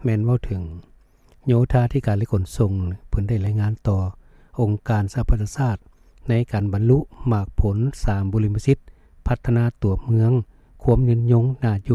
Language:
Lao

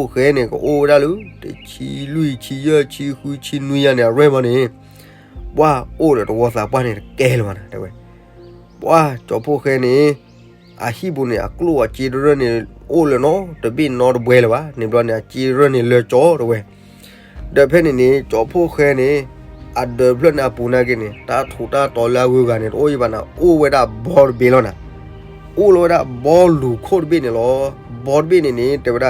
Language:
S'gaw Karen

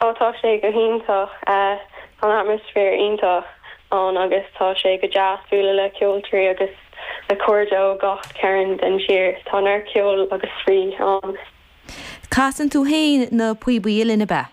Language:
Irish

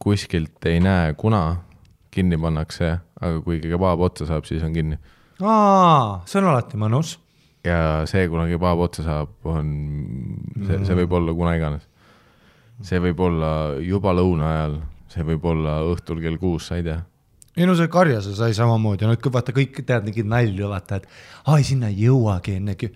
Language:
Estonian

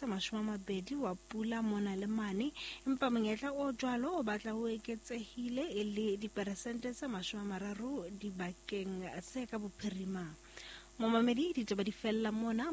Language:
Southern Sotho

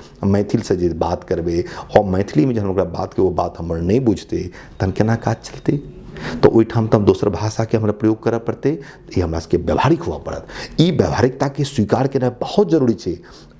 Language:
Maithili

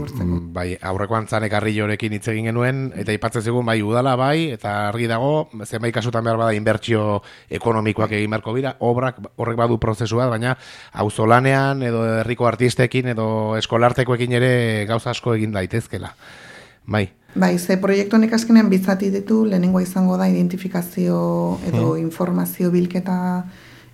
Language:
Basque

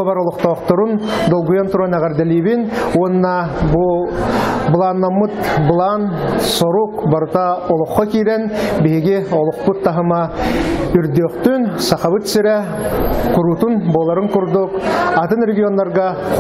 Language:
Yakut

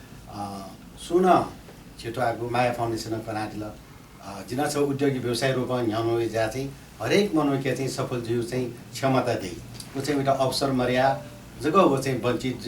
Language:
Newari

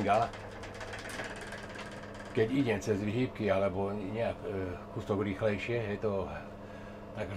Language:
Slovak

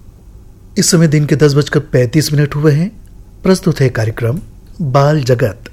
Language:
Hindi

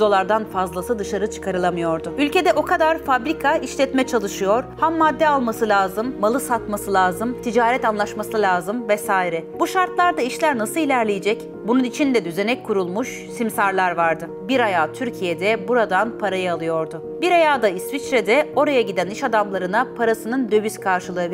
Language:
Turkish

